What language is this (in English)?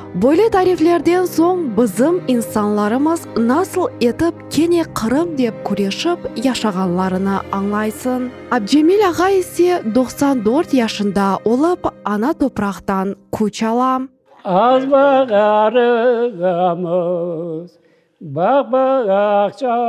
Crimean Tatar